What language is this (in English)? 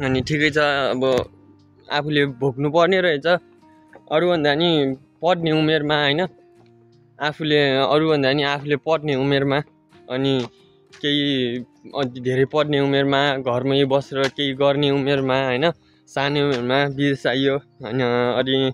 Nepali